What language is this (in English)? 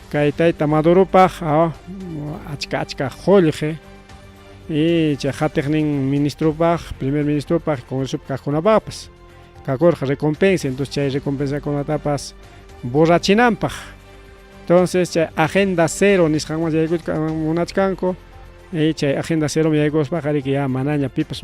Ayacucho Quechua